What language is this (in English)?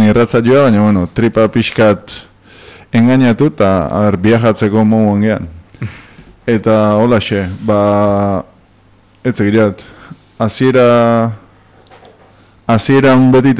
Basque